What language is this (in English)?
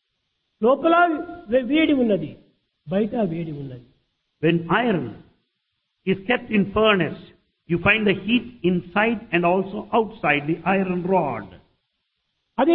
Telugu